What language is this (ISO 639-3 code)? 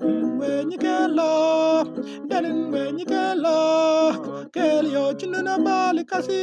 mfz